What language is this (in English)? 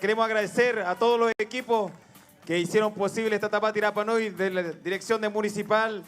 Rapanui